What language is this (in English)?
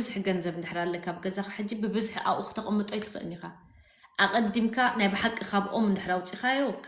Tigrinya